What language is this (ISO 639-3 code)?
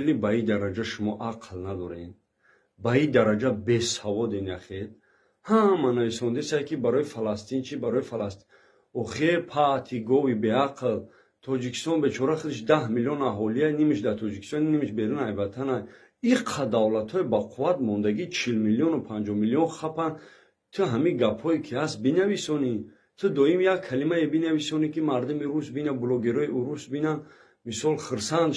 tgk